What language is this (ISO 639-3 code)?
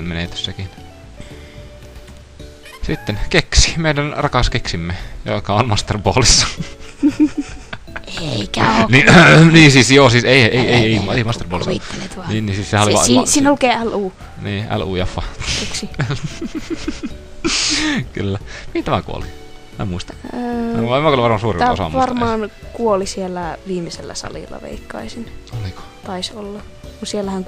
fin